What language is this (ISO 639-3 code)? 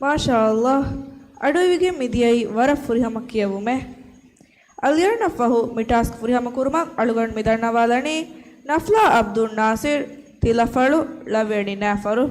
div